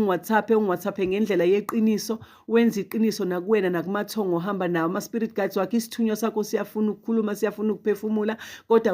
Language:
Zulu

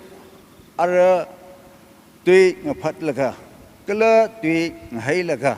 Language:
Tangkhul Naga (India)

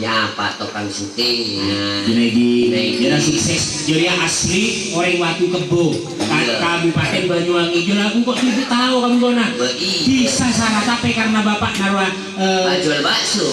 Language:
Madurese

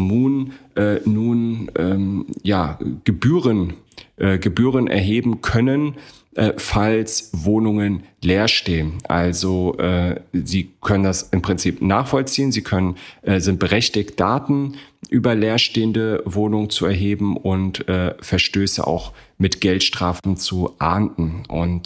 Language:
German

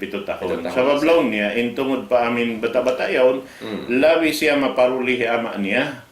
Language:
Tausug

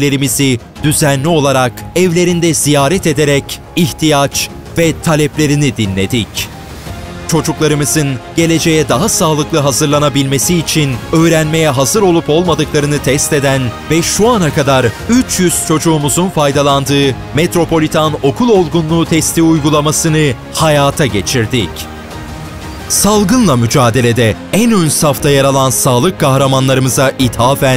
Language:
Turkish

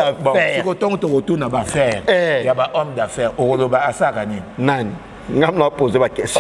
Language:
Lingala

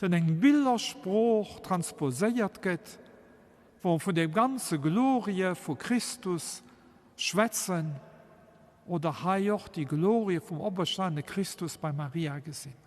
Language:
Luxembourgish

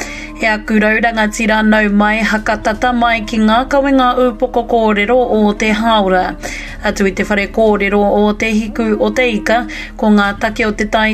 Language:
Māori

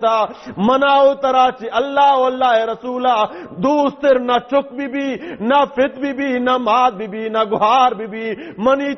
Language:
Baluchi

